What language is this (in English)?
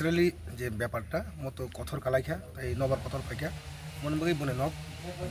Kok Borok